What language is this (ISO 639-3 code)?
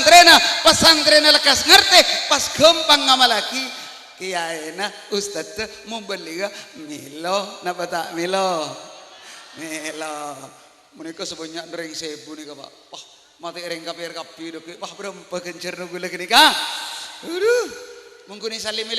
mad